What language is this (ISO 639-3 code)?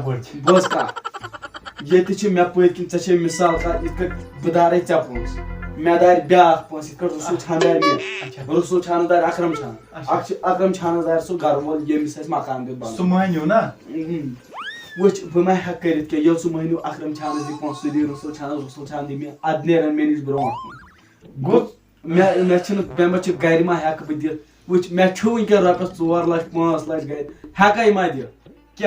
kas